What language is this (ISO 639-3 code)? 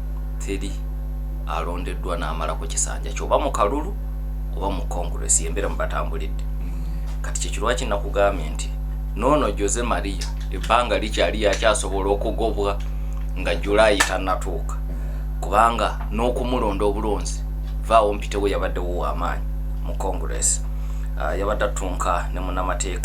lug